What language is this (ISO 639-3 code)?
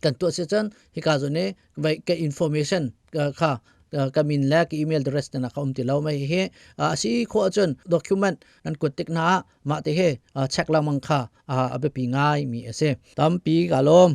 cnh